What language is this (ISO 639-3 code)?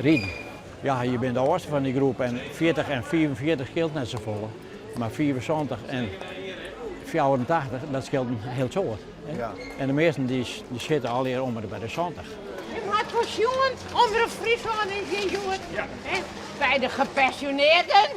fry